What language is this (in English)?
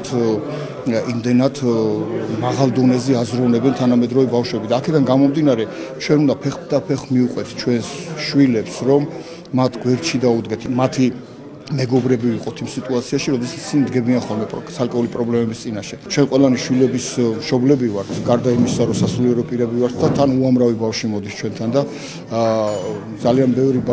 Georgian